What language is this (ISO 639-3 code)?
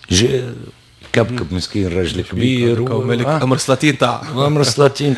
aeb